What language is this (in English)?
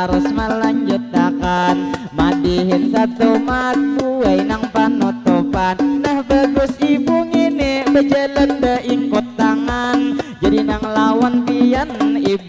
Banjar